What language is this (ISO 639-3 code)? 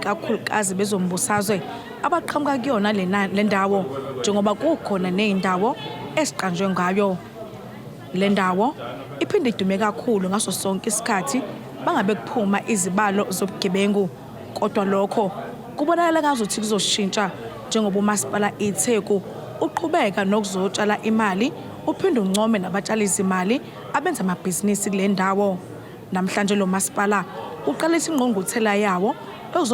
zul